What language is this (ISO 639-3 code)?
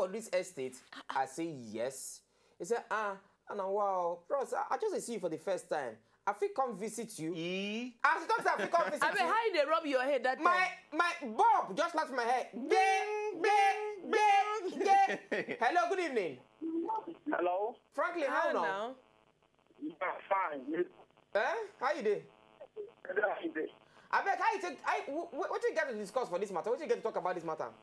pcm